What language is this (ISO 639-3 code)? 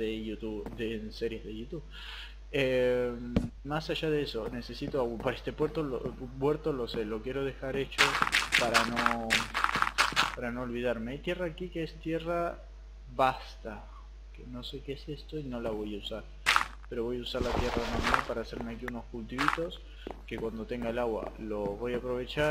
spa